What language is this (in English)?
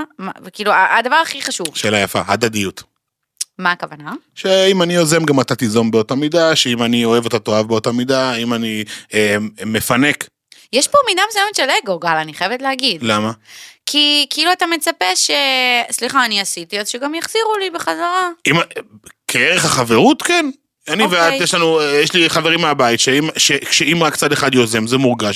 Hebrew